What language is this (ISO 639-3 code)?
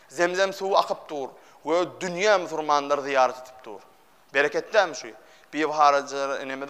tuk